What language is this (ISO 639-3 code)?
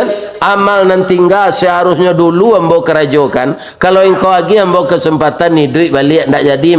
min